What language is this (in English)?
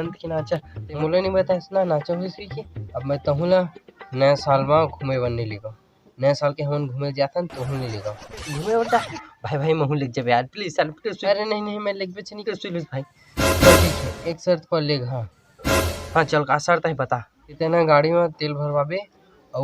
Chhattisgarhi